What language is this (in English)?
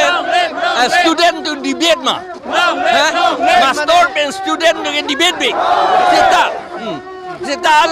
Karbi